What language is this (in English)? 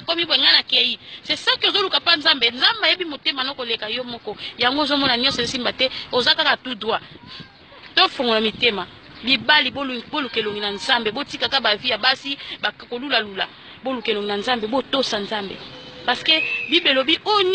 Lingala